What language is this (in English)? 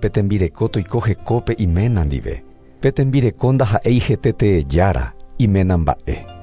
Guarani